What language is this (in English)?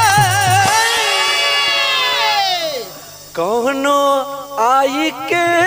Bhojpuri